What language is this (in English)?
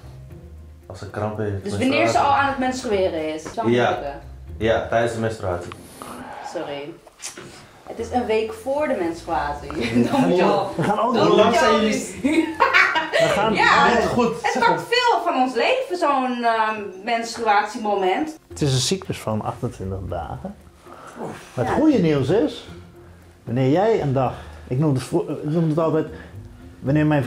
Dutch